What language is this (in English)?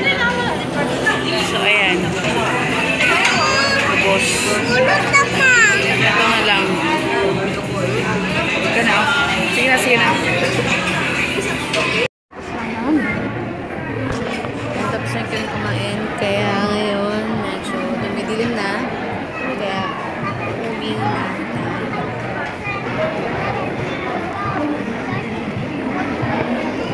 Filipino